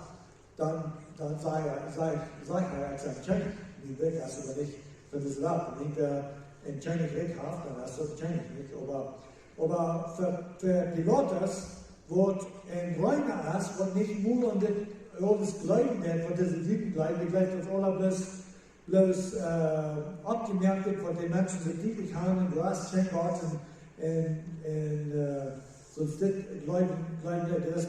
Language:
Plautdietsch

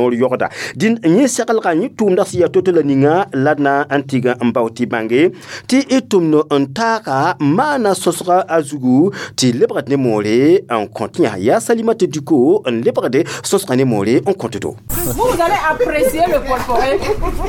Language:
Mossi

